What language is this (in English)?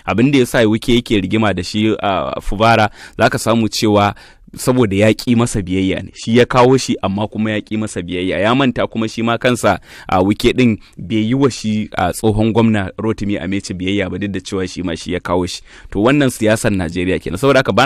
Hausa